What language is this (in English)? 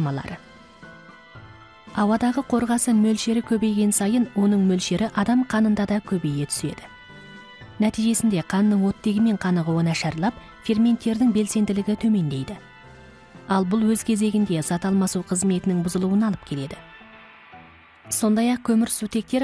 Kazakh